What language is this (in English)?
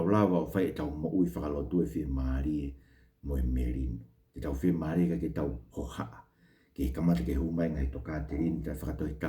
Tongan